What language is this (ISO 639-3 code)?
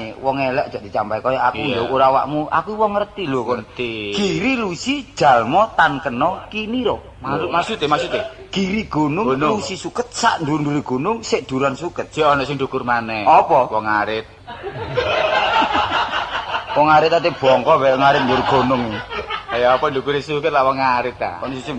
jav